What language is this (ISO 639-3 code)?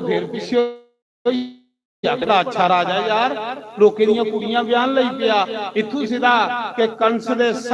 doi